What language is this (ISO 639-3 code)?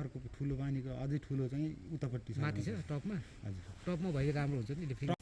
nep